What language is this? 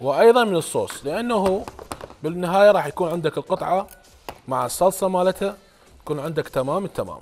Mesopotamian Arabic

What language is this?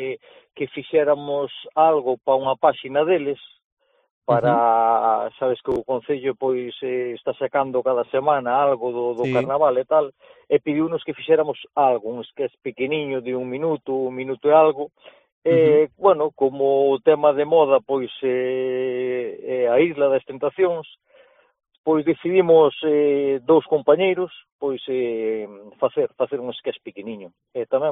Galician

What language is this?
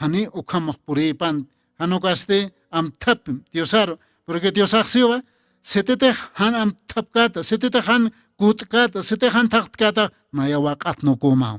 Aymara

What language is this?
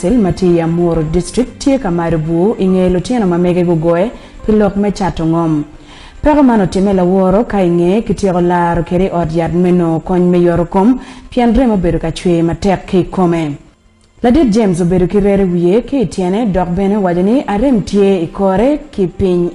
Acoli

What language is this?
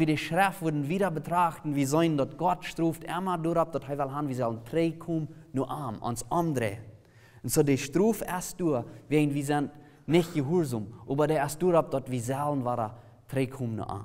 Plautdietsch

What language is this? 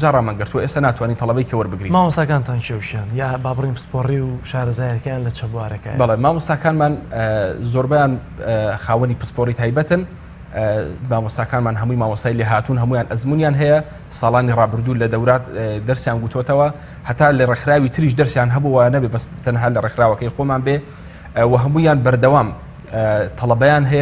Central Kurdish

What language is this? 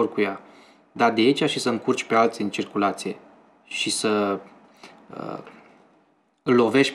Romanian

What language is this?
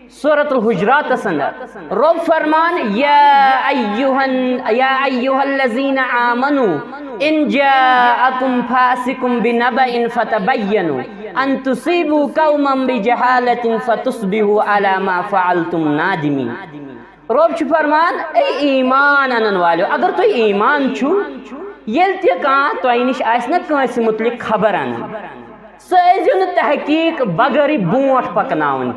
Kashmiri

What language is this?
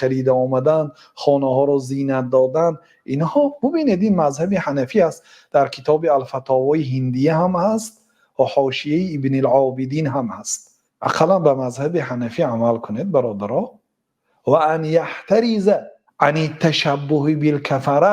Tajik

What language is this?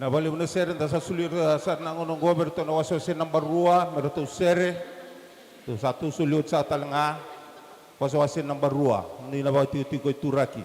Fijian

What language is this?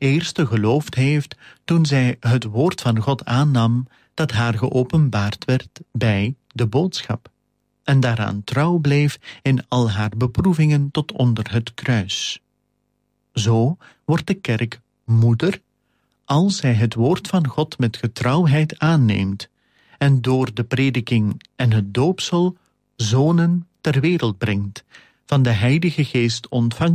Dutch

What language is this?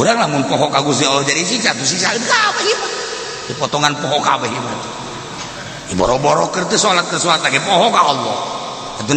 Sundanese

